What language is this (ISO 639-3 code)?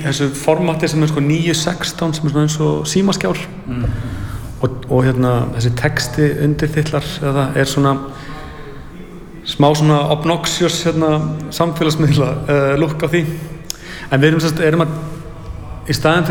isl